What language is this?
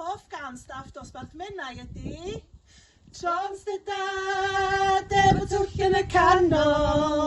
Welsh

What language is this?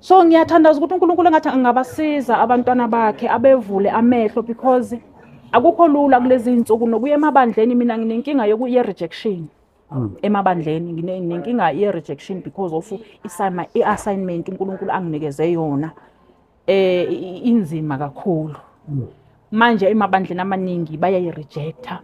Zulu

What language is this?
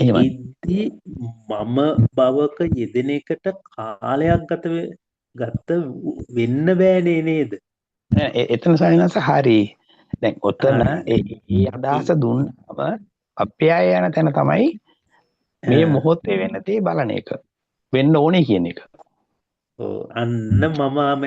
Sinhala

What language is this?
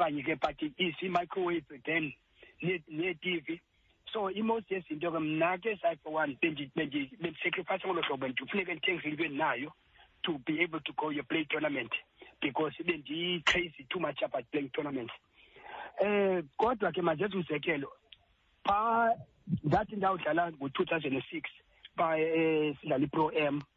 Xhosa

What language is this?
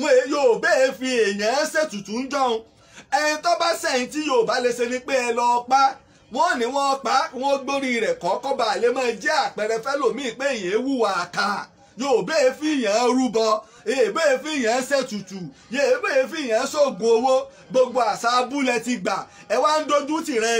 Yoruba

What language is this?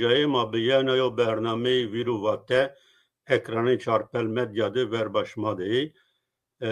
Zaza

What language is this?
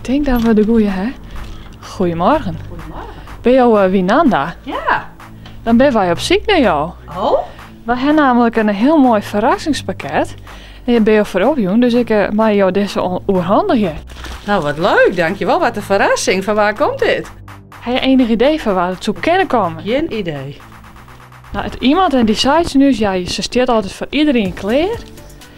Western Frisian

